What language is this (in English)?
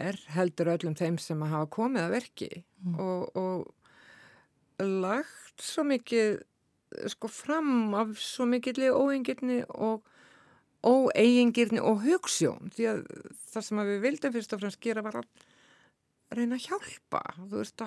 Icelandic